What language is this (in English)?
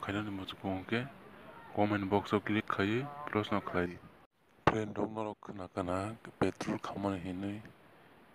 Kok Borok